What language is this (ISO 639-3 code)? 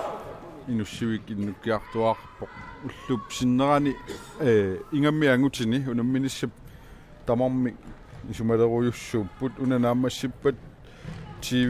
kal